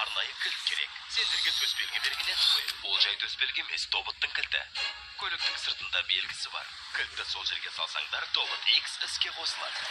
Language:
Kazakh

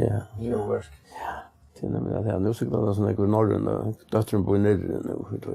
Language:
Faroese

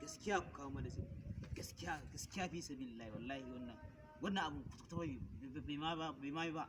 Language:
Hausa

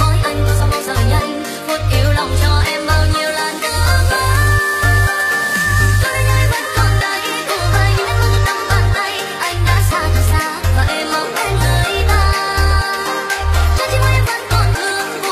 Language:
Vietnamese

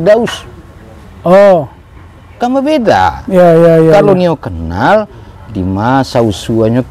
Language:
Minangkabau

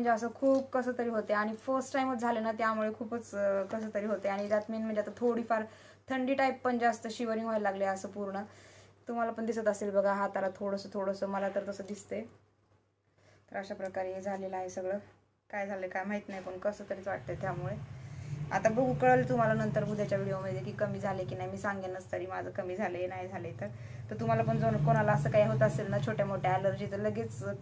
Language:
Marathi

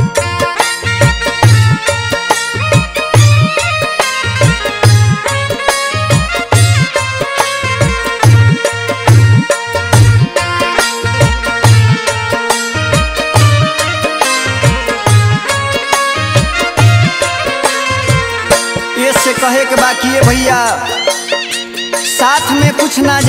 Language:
Bhojpuri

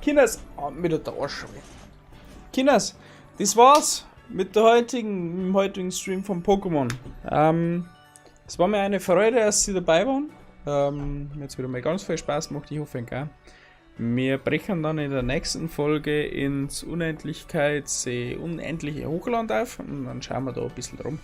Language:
Bavarian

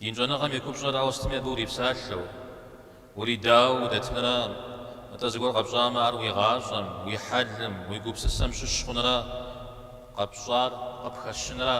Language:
Kabardian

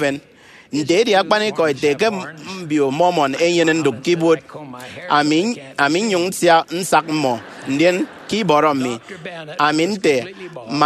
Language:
Efik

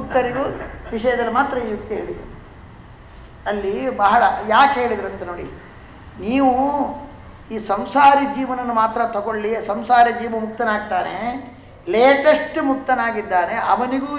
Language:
Kannada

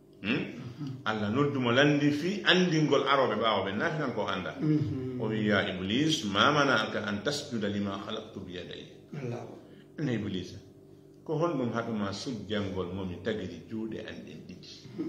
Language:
Fula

